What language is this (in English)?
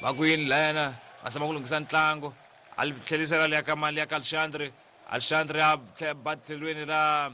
Tsonga